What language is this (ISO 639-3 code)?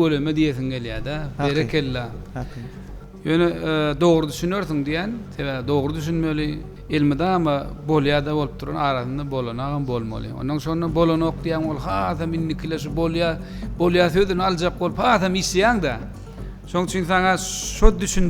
tuk